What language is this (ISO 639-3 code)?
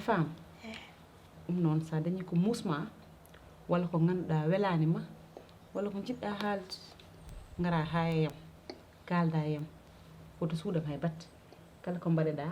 ful